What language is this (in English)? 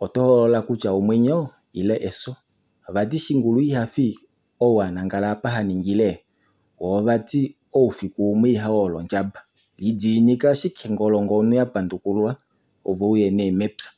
Kuanyama